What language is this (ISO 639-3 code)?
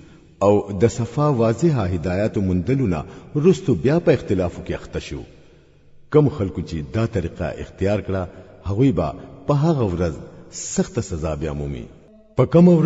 pus